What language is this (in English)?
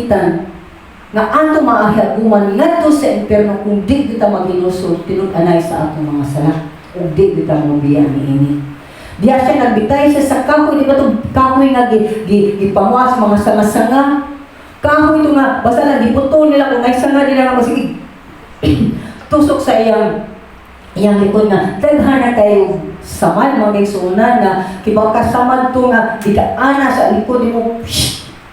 Cebuano